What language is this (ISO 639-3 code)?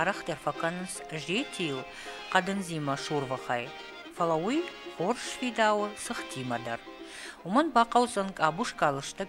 oss